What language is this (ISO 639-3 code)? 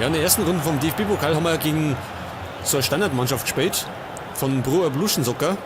bar